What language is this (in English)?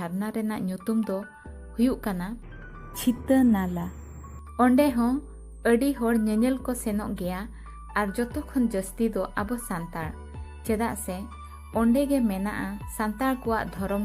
Santali